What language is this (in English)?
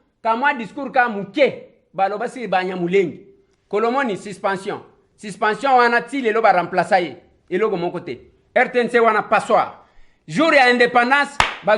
Lingala